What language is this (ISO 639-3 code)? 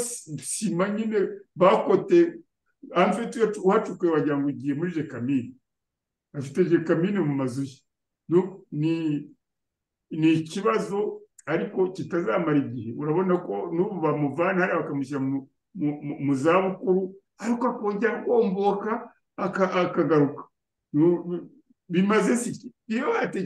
kin